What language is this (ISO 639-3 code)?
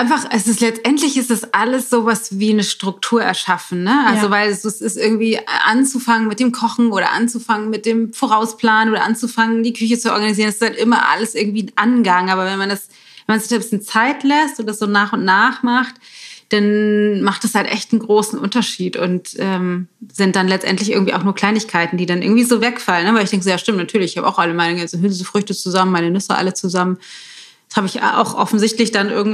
deu